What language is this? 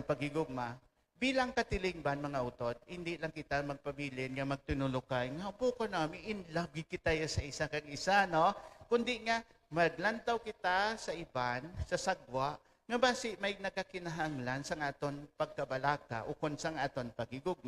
Hiligaynon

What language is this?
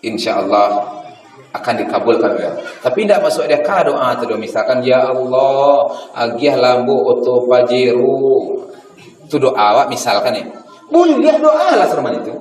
Minangkabau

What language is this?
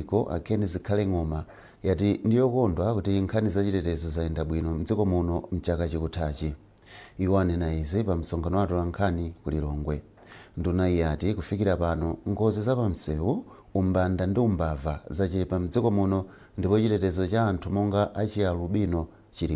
Nyanja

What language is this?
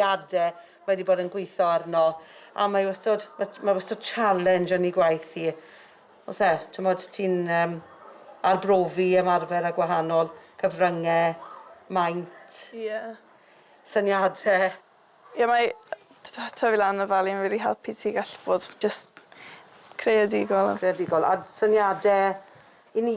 Welsh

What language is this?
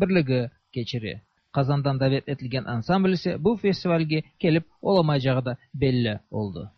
Tatar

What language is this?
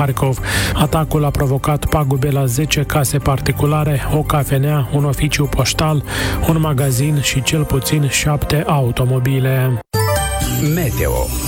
Romanian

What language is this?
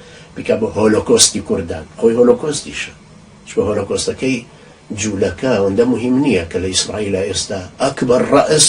Central Kurdish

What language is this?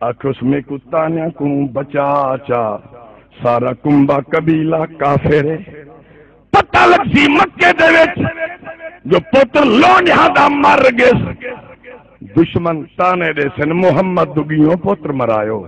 Saraiki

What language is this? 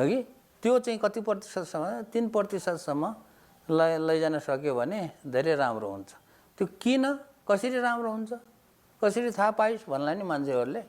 Nepali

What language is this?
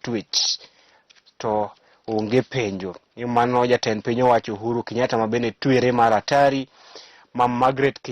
Luo (Kenya and Tanzania)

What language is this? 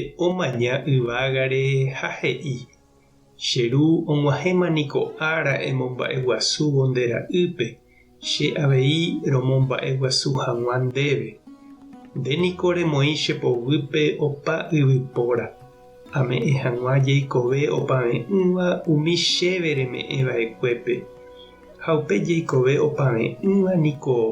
Guarani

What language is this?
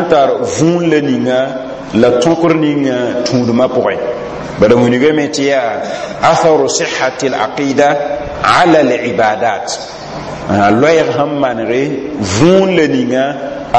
Mossi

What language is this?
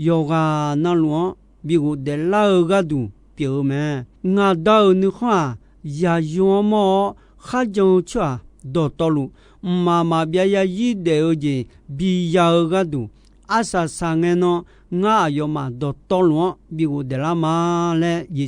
Akha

